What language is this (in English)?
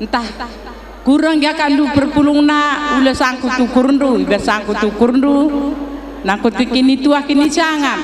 Batak Karo